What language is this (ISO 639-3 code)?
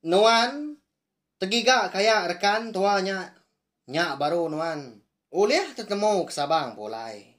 iba